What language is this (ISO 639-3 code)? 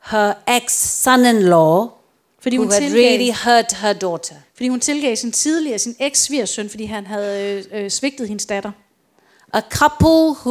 dan